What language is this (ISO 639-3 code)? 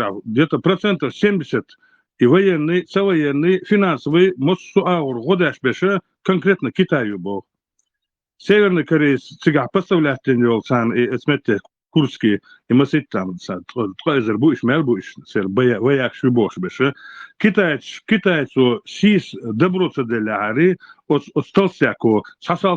che